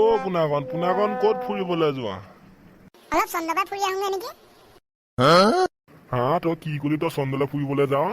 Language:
Assamese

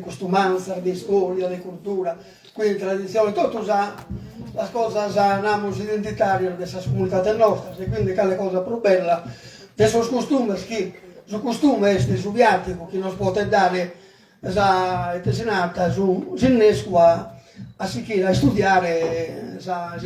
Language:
Sardinian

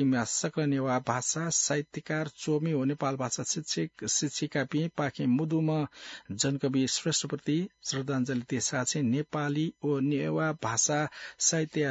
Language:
Newari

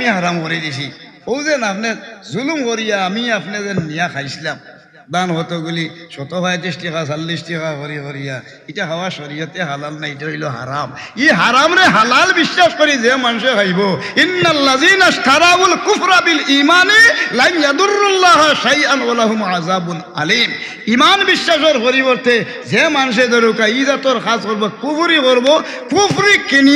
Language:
Sylheti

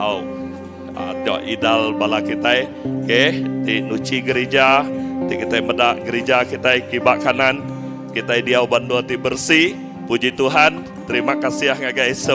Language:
Iban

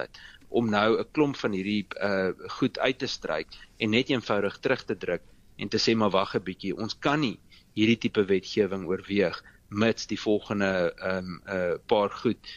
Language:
Afrikaans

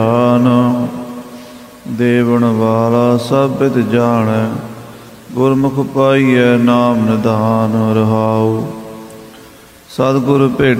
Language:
Punjabi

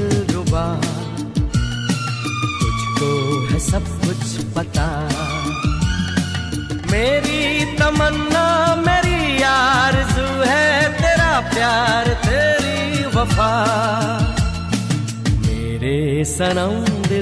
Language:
Urdu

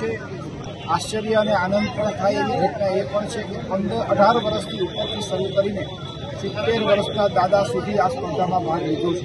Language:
Gujarati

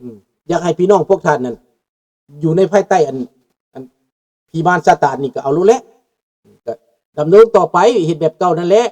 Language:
Lao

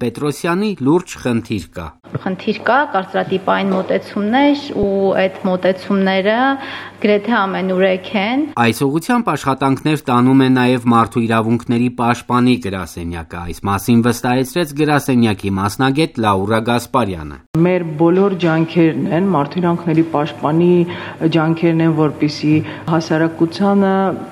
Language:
Armenian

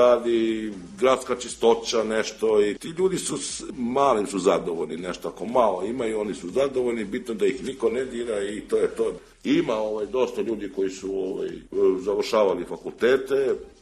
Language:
Serbian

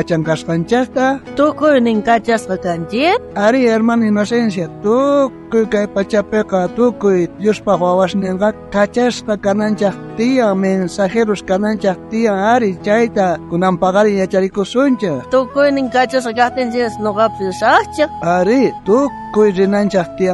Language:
South Bolivian Quechua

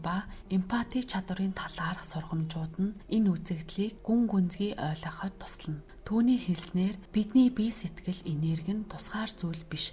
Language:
Mongolian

